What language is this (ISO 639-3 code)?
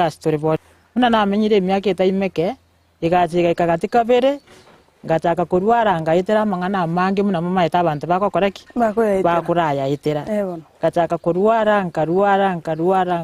guz